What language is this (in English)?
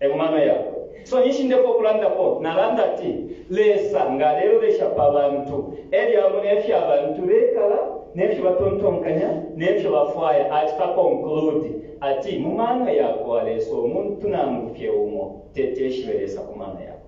Bemba